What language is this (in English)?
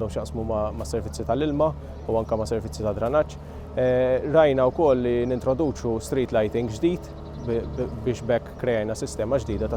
Maltese